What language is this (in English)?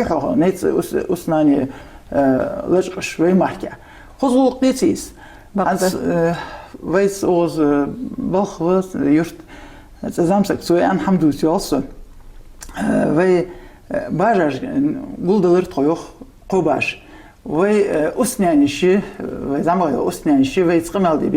Ingush